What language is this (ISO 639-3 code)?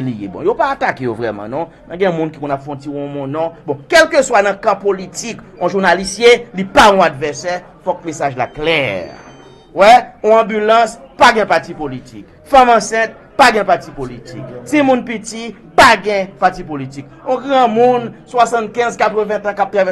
hat